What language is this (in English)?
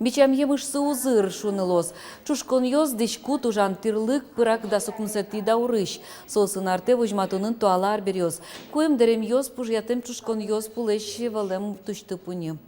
Udmurt